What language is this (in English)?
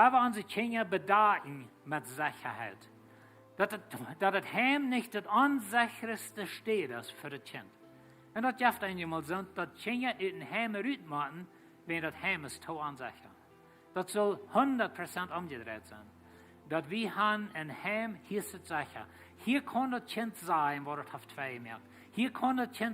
Plautdietsch